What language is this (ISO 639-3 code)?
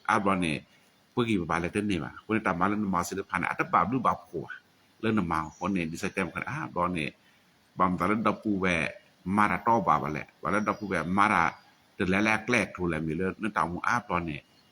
ksw